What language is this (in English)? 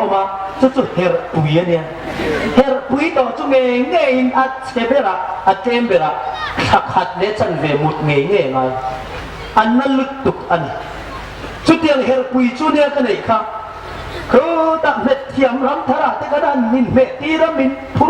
Hmar